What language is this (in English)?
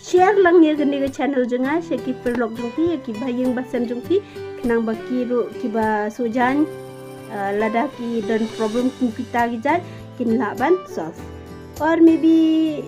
Khasi